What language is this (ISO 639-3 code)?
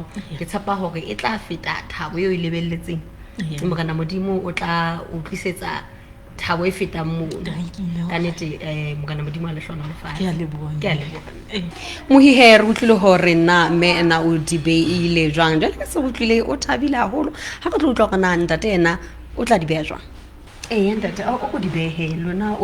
sot